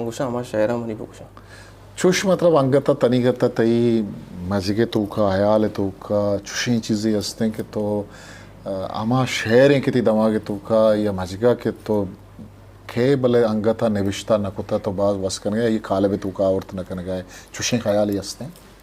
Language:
Eastern Balochi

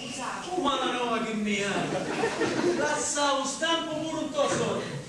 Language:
Sicilian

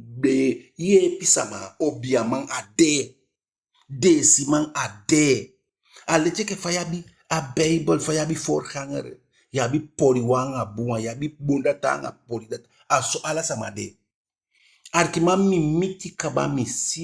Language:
Eastern Maroon Creole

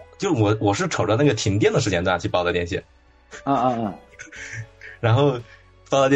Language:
Chinese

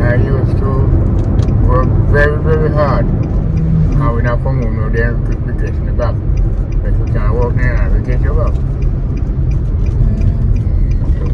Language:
Jamaican Creole English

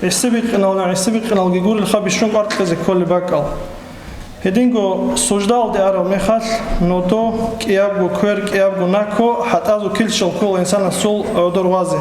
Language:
Avaric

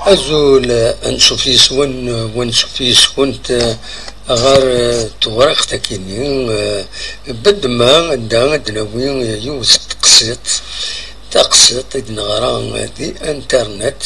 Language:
Kabyle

